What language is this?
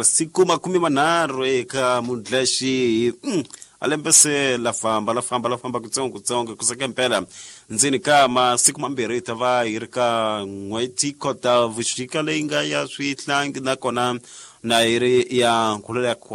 Tsonga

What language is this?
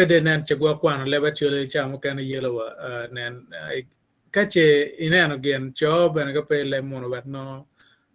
Acoli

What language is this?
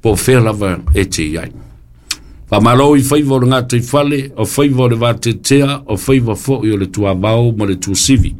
Samoan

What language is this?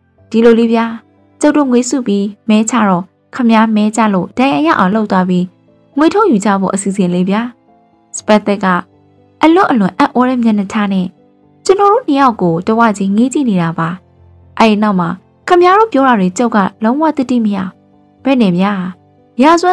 Burmese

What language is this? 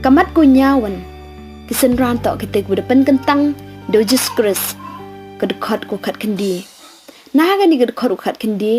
Pnar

